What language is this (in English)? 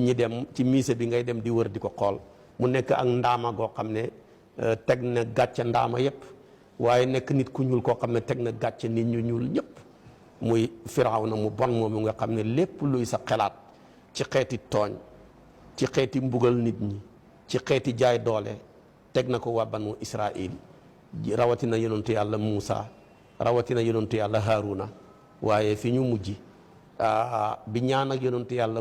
Wolof